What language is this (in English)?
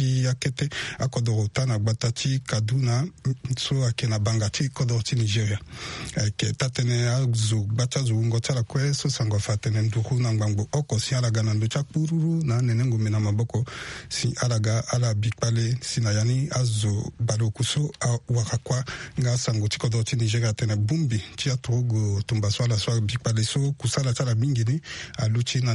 Sango